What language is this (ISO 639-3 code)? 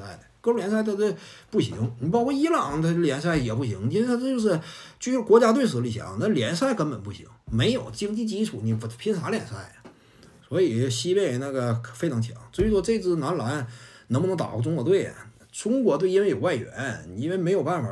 zho